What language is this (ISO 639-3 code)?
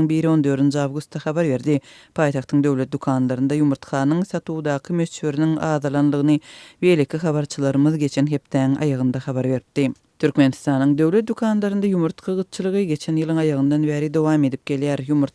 tuk